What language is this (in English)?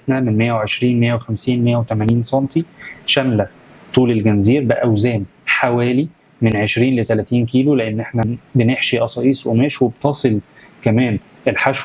Egyptian Arabic